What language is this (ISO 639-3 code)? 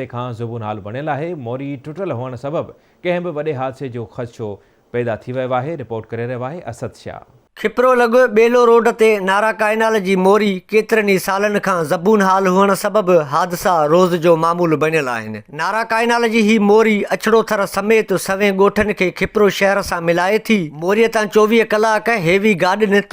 snd